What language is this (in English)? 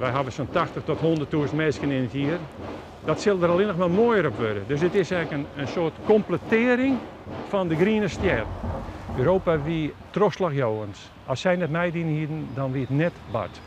Western Frisian